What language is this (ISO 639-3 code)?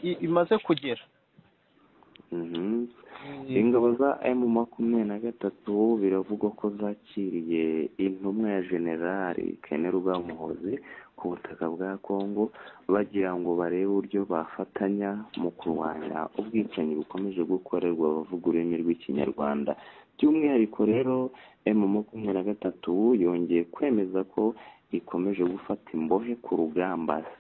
kin